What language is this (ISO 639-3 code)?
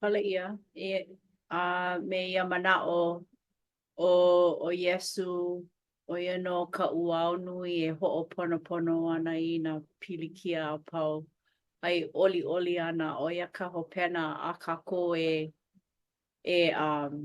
haw